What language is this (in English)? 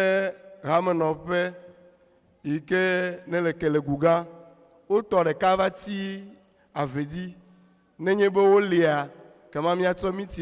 Ewe